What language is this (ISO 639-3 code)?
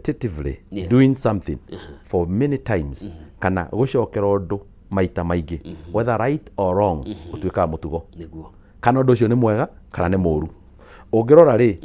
kik